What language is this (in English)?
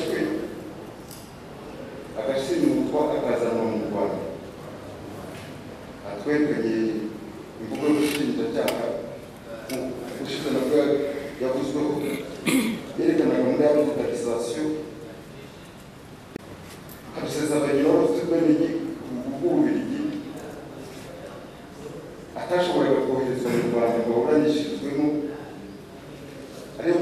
Kinyarwanda